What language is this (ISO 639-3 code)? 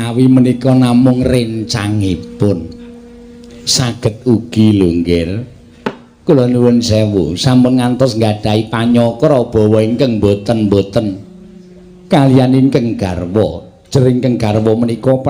jav